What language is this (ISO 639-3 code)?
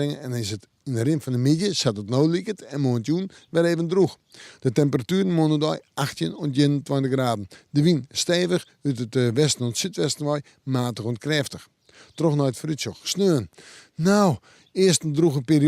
fry